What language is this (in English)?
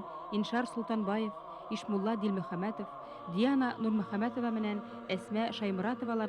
Bashkir